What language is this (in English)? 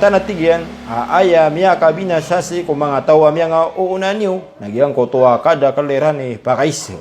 Maranao